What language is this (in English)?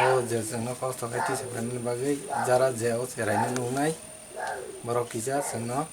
Kok Borok